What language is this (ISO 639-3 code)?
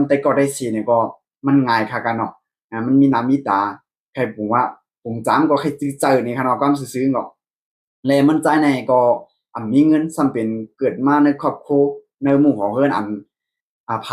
shn